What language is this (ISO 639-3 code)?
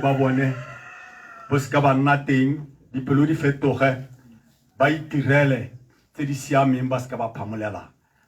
tsn